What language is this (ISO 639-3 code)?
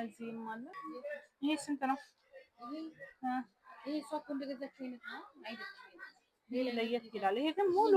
amh